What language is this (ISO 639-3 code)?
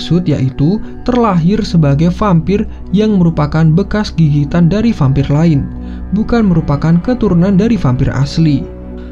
ind